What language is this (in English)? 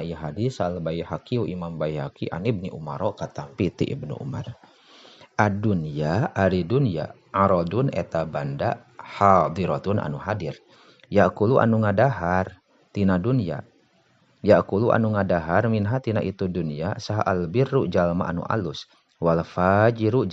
Sundanese